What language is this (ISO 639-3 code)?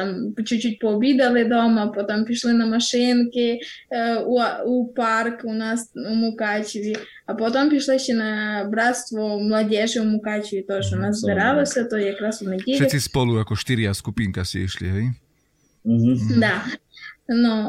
slk